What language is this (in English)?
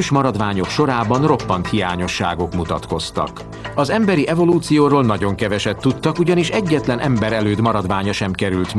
Hungarian